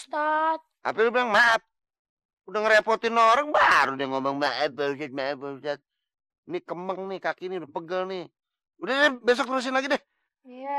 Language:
Betawi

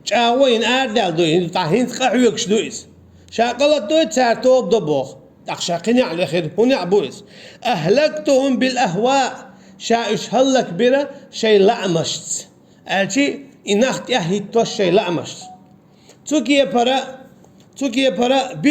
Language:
Chechen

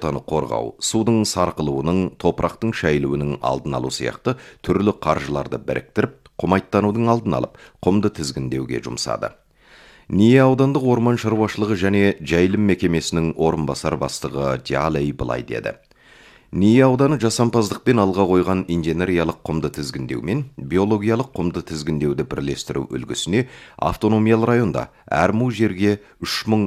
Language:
Kazakh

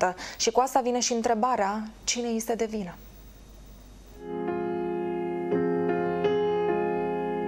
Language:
Romanian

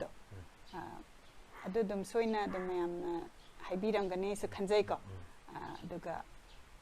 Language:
Manipuri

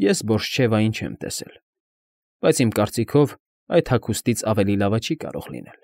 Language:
Armenian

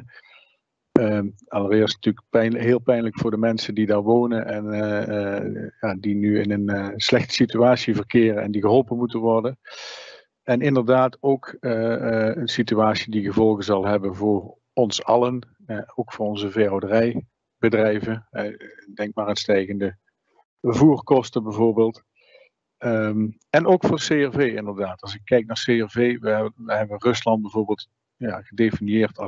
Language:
Dutch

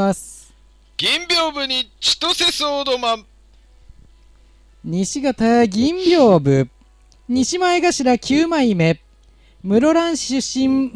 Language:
Japanese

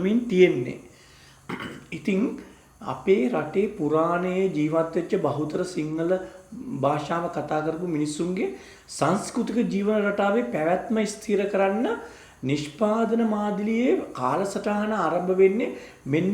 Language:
Sinhala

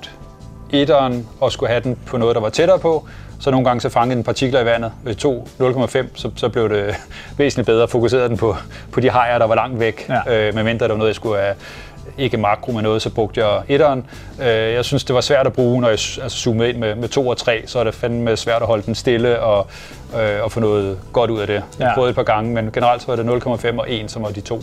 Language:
Danish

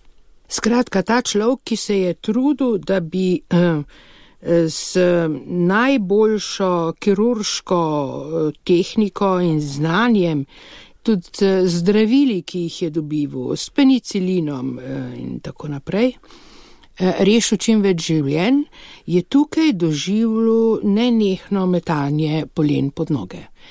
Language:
Slovenian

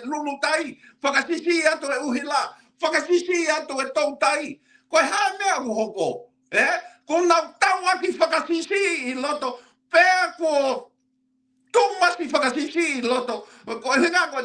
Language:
Tongan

